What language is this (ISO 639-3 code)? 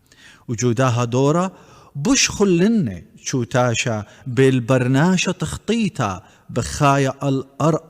aii